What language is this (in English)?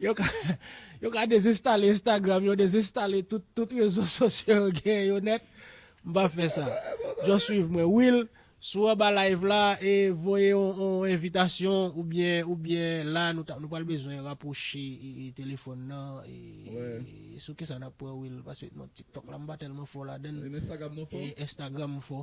Haitian Creole